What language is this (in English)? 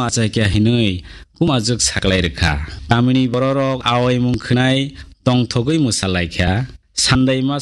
Kok Borok